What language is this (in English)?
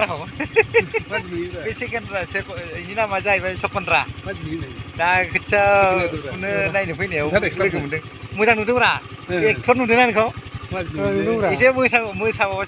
Bodo